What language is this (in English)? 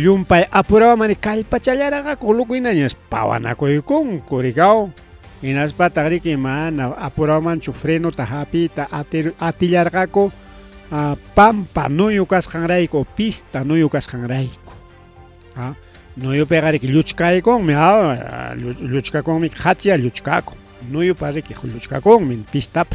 Ayacucho Quechua